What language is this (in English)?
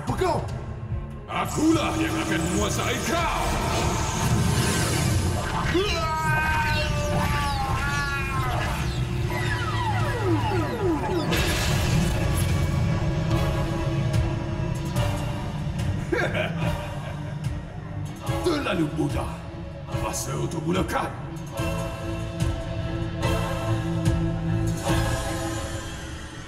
Malay